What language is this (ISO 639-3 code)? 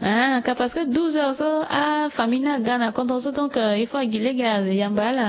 sag